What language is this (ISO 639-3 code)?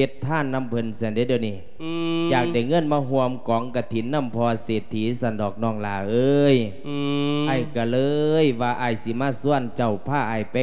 lao